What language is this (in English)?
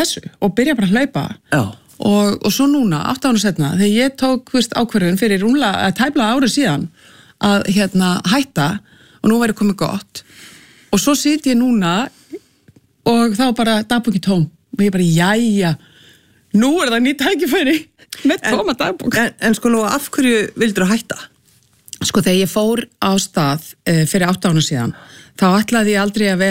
Icelandic